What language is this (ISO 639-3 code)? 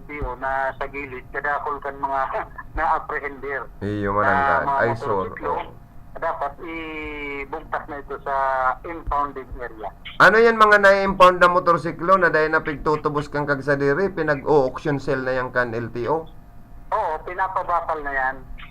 bik